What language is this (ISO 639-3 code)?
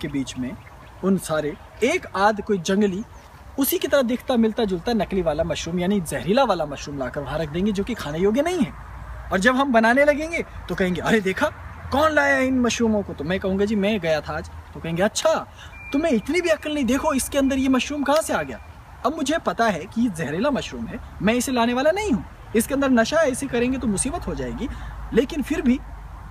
hin